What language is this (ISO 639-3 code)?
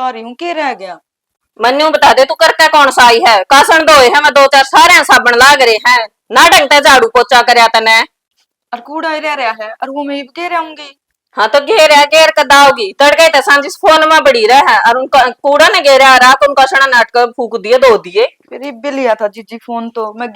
bgc